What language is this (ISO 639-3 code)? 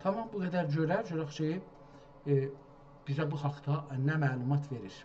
azb